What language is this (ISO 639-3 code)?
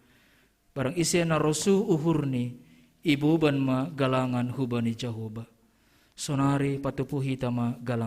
bts